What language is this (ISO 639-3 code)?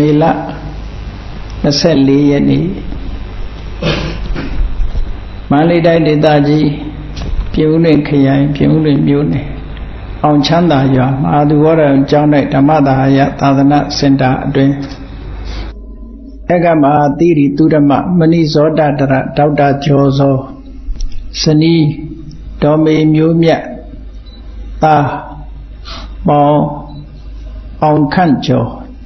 mya